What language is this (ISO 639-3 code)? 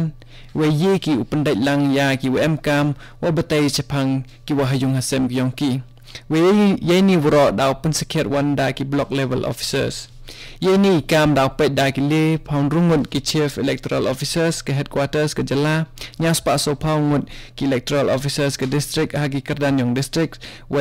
kha